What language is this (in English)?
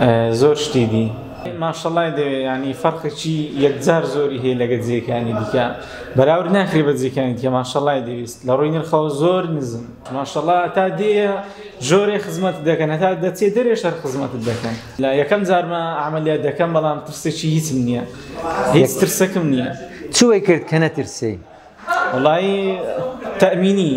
Central Kurdish